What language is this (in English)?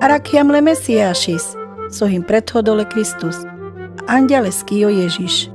Carpathian Romani